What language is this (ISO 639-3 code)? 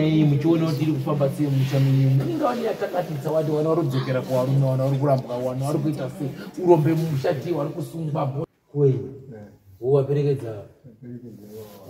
sna